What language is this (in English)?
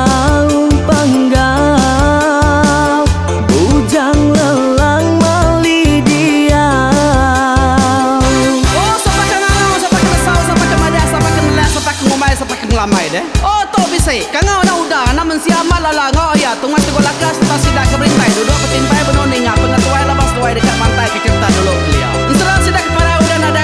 Iban